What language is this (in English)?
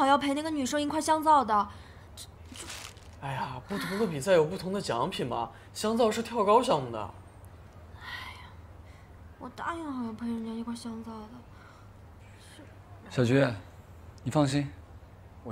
Chinese